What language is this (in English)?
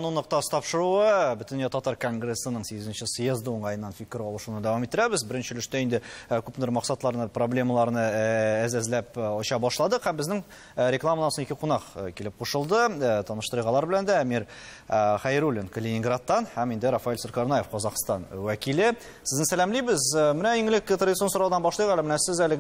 Tatar